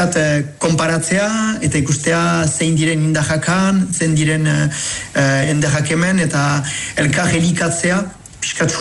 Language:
Basque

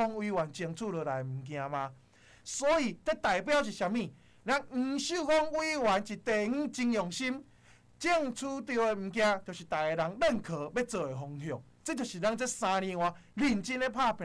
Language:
Min Nan Chinese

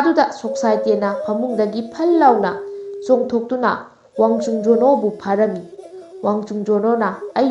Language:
Manipuri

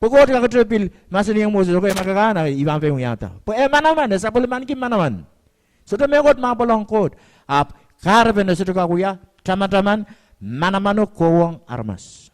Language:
Pohnpeian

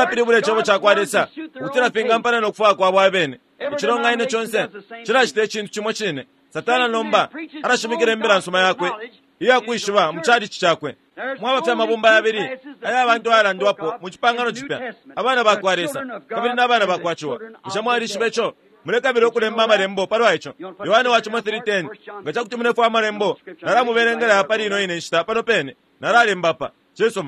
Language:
Bemba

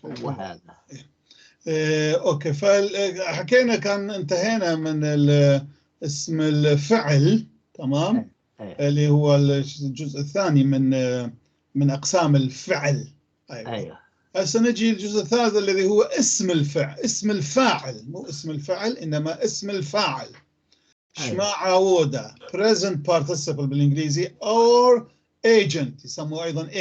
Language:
North Levantine Arabic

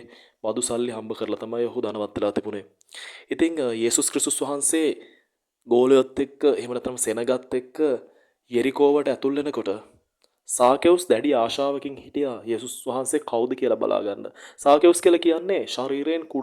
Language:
Sinhala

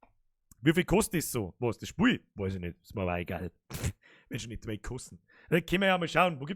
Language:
Bavarian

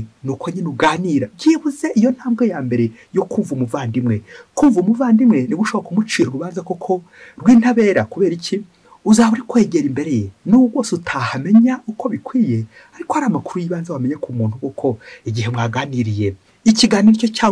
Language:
Kinyarwanda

